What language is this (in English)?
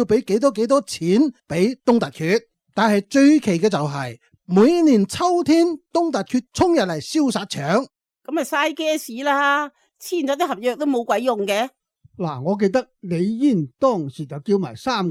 Cantonese